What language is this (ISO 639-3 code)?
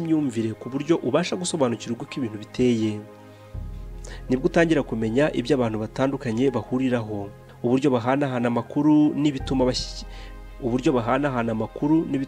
kin